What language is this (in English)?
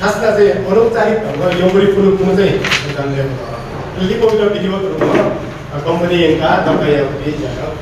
Newari